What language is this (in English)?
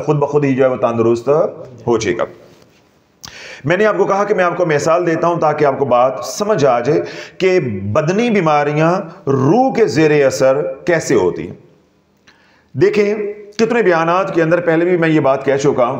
Urdu